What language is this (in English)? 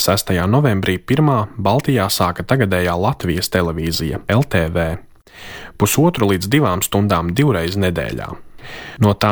Latvian